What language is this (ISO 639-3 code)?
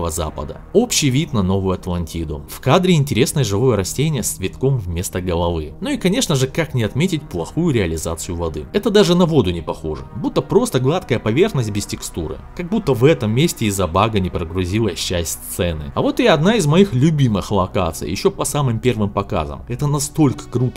rus